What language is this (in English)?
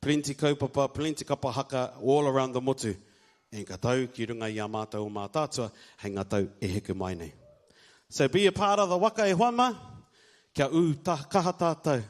Māori